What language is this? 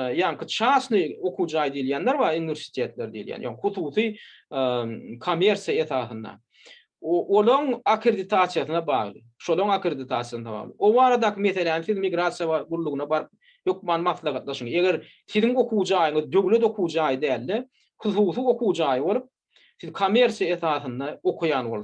Turkmen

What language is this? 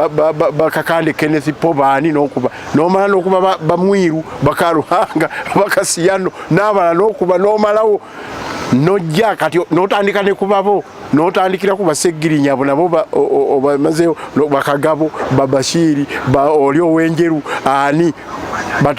Ganda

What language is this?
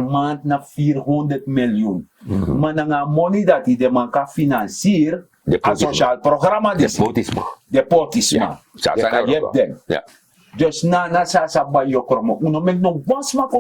Sranan Tongo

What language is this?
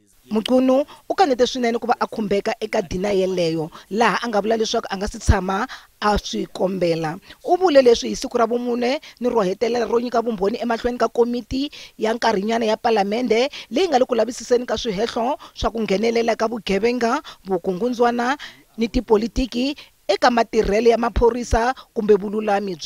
Tsonga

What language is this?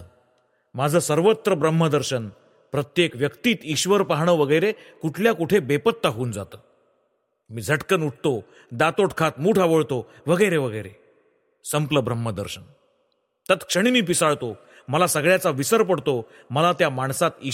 Marathi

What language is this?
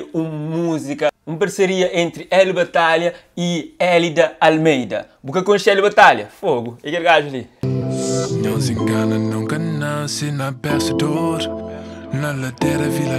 Kabuverdianu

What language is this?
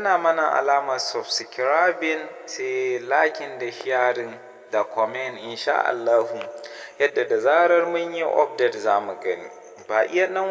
Hausa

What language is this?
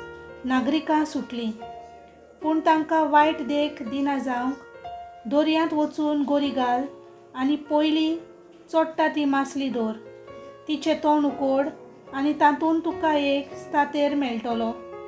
Konkani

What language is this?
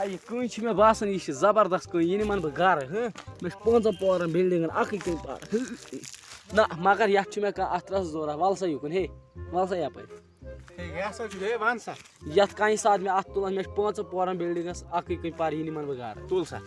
Kashmiri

